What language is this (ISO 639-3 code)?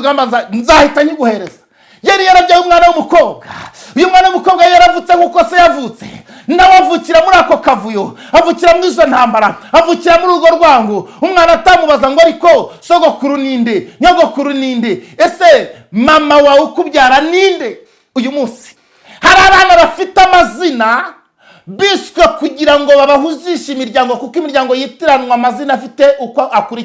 kin